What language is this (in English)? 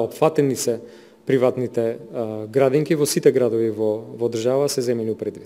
Macedonian